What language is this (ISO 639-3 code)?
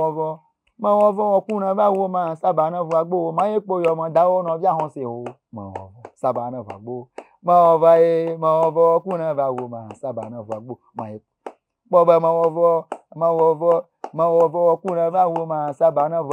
ewe